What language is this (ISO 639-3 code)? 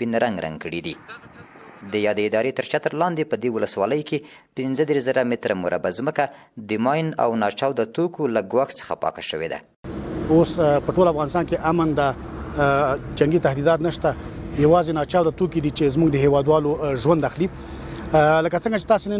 pus